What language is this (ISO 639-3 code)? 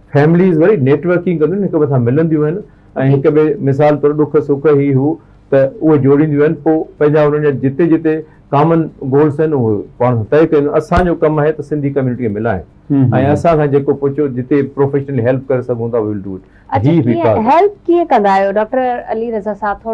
snd